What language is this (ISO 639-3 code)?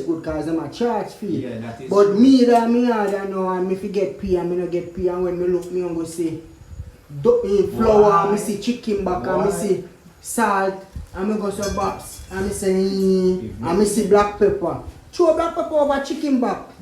jam